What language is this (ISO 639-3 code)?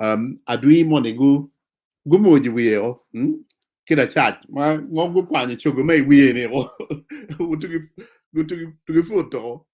ach